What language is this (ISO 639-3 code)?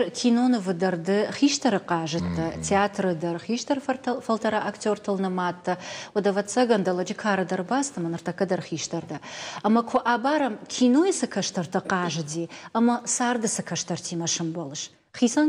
oss